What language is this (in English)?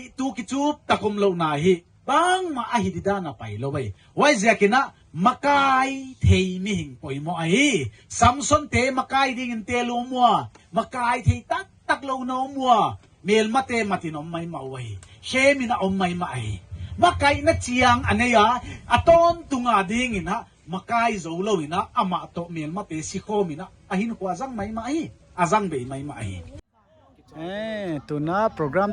Paite Chin